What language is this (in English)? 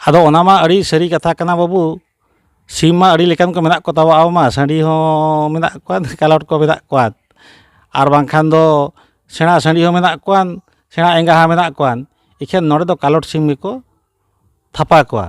Santali